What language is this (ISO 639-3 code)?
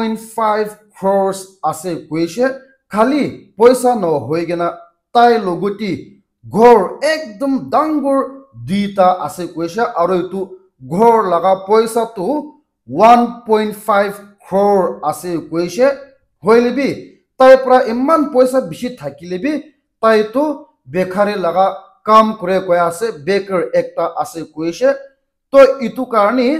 nag